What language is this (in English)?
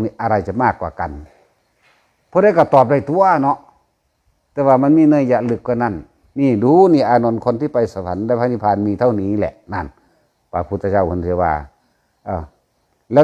Northeastern Thai